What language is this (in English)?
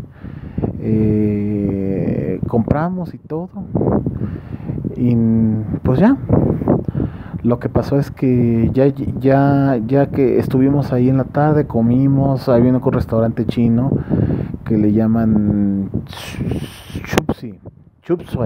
Spanish